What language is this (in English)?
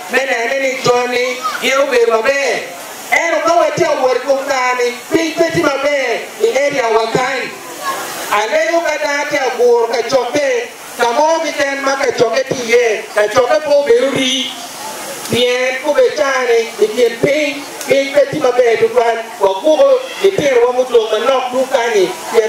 Acoli